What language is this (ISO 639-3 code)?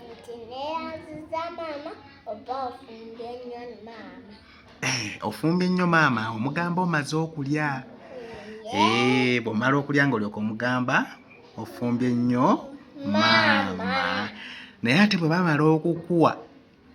lug